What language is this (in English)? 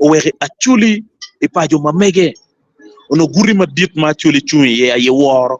Acoli